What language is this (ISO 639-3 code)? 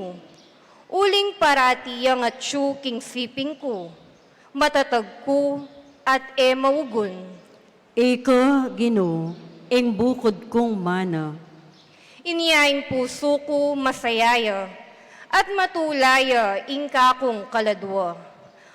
pam